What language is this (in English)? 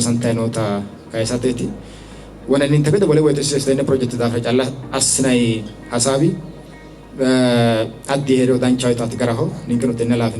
Sidamo